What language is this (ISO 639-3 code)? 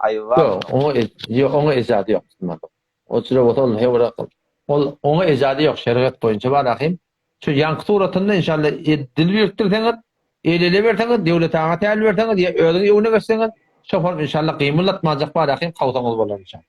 tuk